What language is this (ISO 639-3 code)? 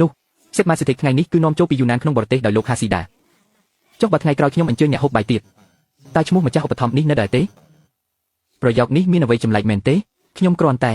khm